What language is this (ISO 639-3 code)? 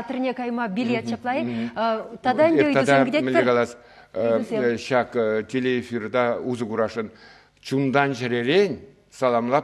chv